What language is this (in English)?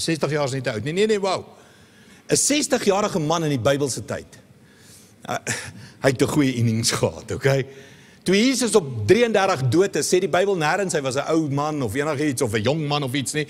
Afrikaans